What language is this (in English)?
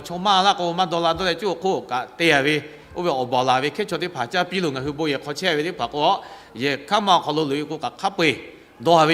Lahu